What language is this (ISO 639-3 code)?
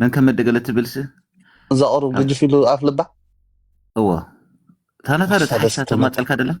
tir